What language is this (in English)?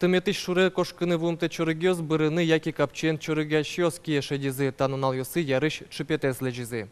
Udmurt